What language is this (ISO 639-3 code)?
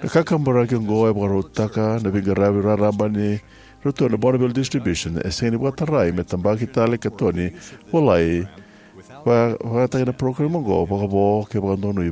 fij